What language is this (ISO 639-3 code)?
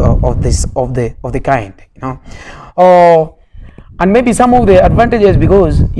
luo